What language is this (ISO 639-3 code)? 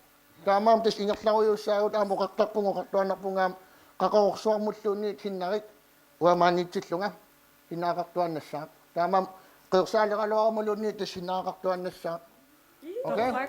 kal